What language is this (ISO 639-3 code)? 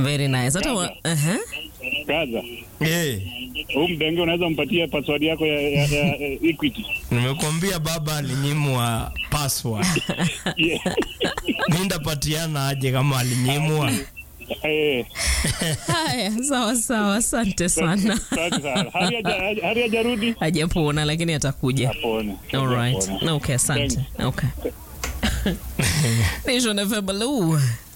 swa